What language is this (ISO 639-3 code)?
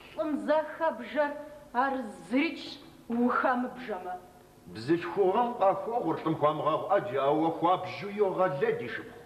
kbd